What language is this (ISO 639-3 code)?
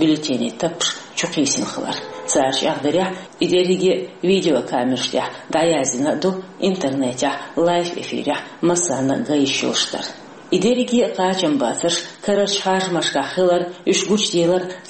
che